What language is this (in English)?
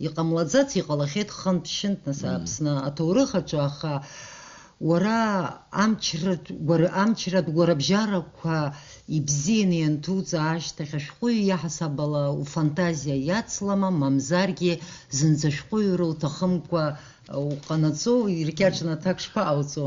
Abkhazian